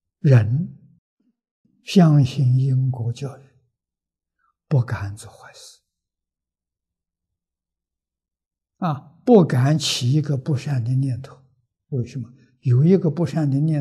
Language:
Chinese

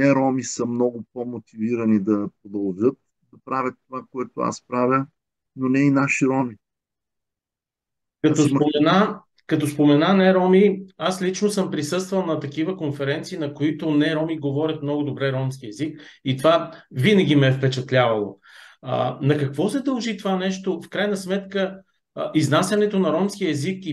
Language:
Bulgarian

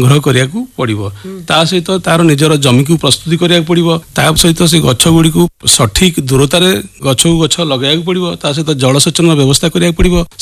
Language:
Odia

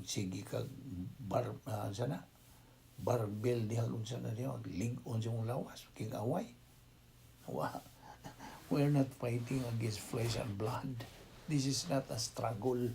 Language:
Cebuano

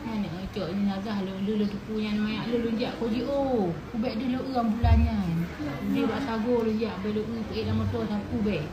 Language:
Achinese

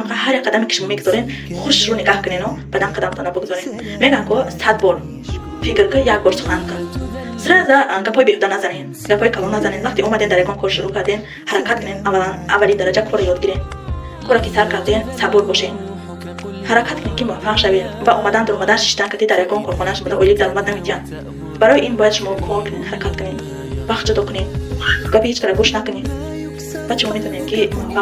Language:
Tajik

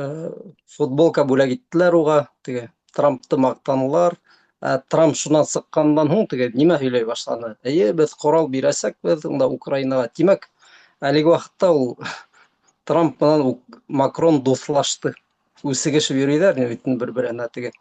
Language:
Bashkir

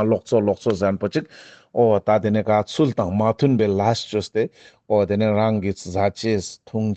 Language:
Ladakhi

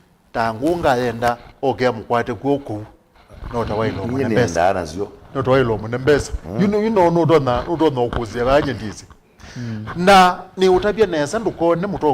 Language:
Kamba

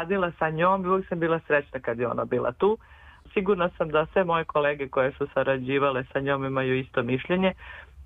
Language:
Serbian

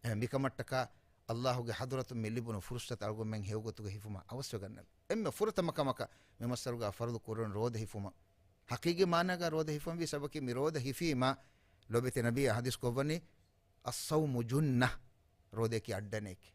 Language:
Divehi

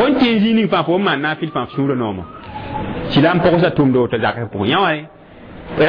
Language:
Mossi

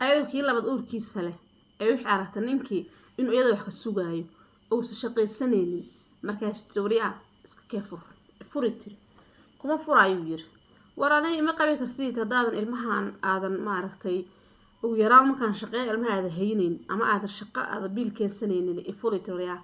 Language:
Somali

